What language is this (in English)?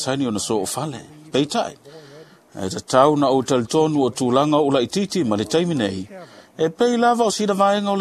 Samoan